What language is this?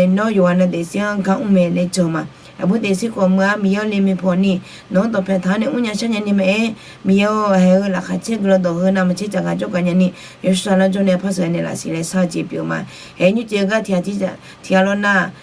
Akha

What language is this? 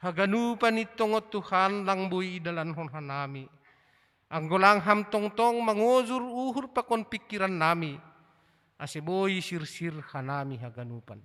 Batak Simalungun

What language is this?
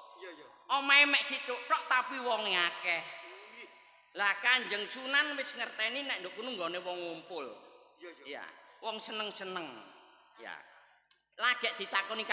Javanese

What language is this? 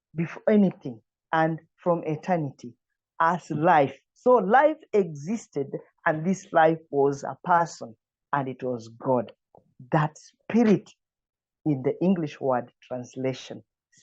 English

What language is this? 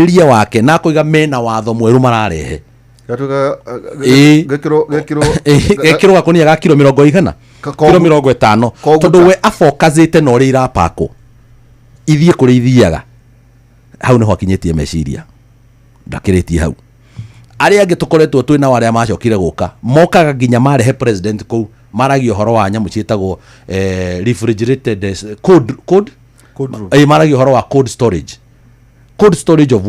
Kikuyu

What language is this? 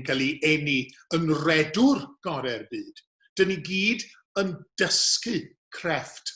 Welsh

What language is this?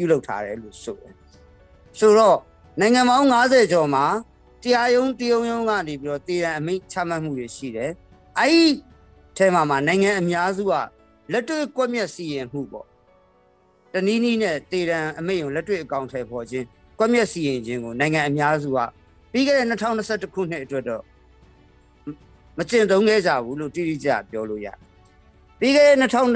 Burmese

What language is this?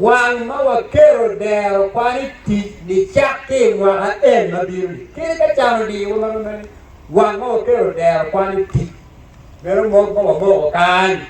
Acoli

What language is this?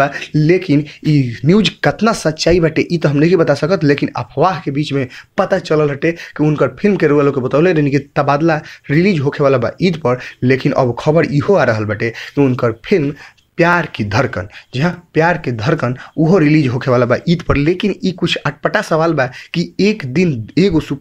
Bhojpuri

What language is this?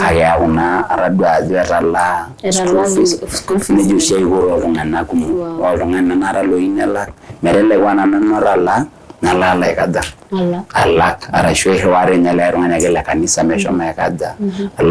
Masai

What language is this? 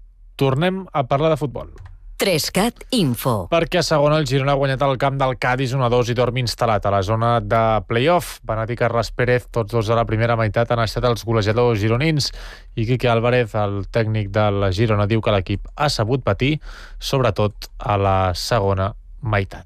Catalan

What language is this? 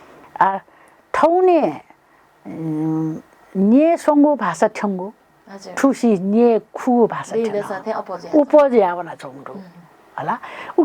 Newari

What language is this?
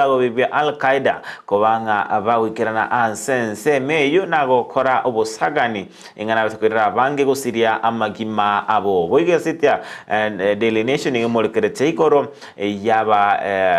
Gusii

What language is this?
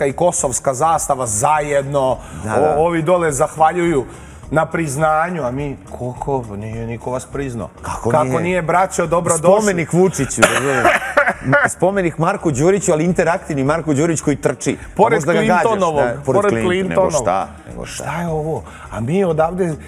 Serbian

